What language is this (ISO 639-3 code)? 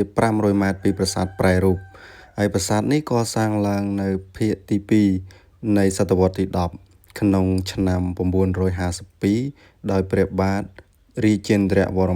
khm